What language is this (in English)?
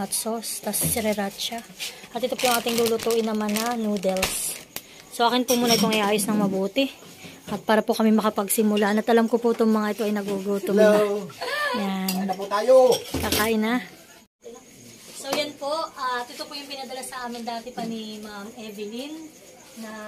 Filipino